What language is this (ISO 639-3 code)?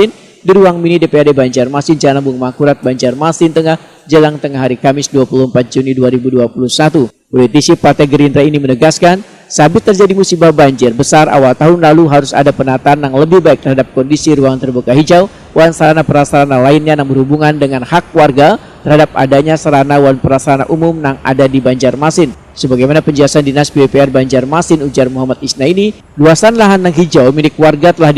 bjn